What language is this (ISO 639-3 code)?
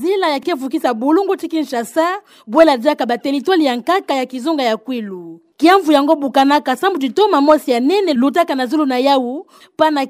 ktu